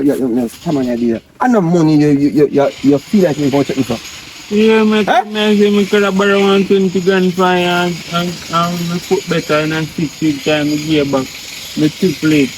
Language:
Jamaican Creole English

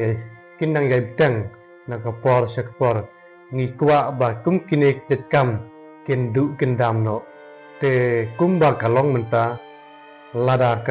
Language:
Khasi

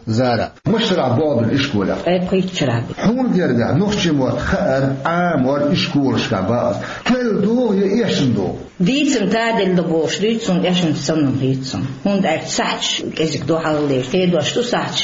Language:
Chechen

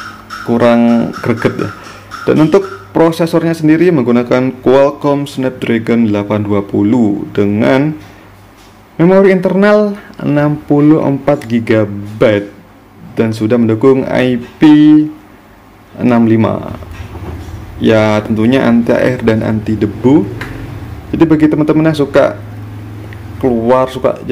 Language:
Indonesian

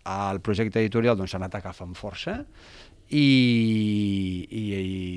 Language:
Catalan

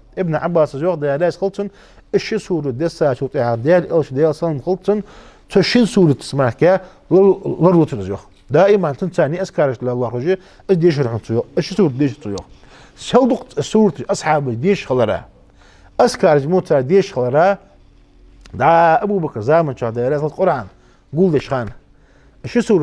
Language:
Ingush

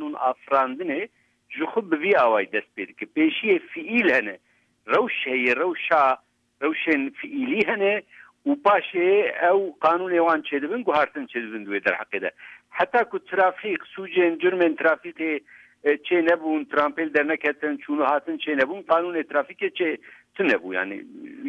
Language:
Kurdish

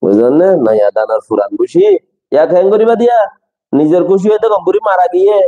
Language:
Rohingya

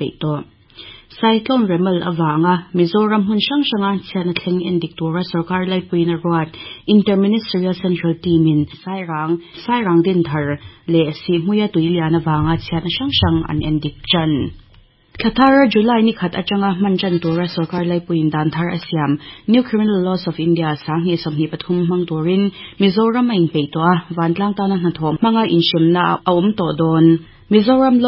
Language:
Mizo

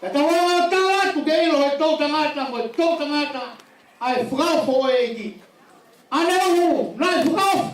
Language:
Tongan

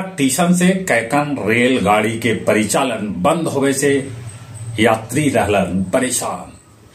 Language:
Magahi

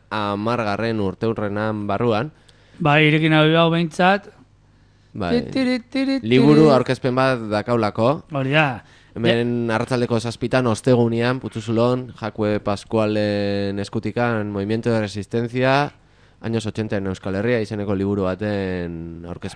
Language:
Basque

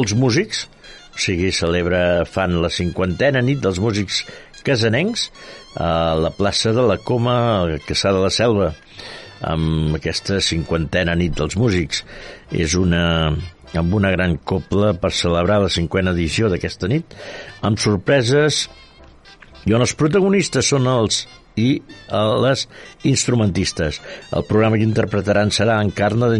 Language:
Catalan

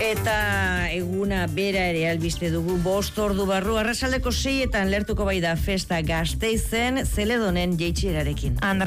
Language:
Basque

